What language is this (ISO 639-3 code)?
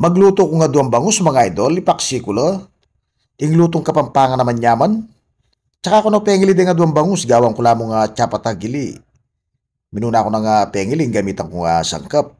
pam